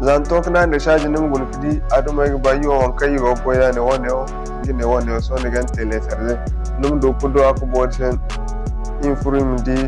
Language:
Zarma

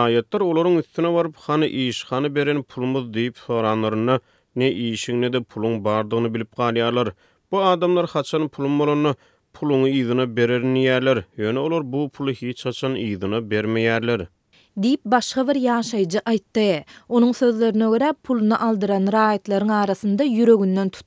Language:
Turkmen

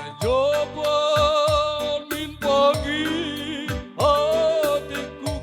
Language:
Batak Karo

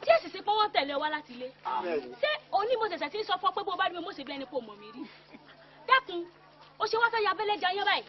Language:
Yoruba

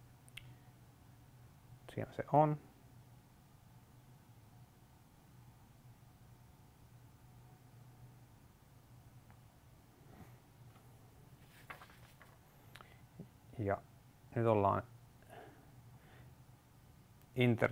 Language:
Finnish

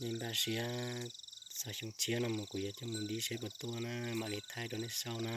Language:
Hmong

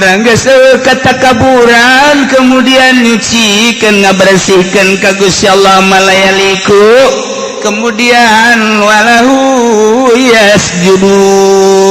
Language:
Sundanese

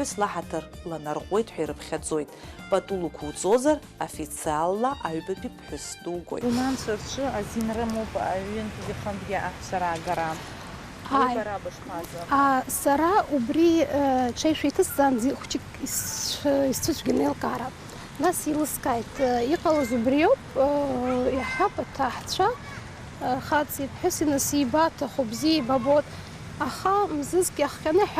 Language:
Abkhazian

